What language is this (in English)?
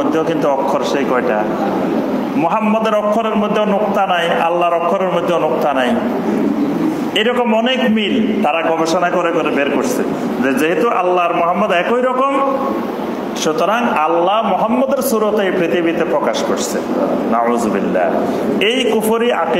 Bangla